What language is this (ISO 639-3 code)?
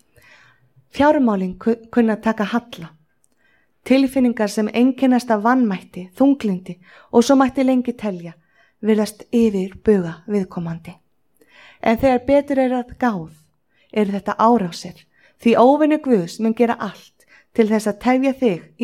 isl